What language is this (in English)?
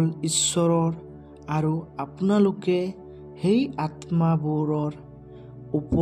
Assamese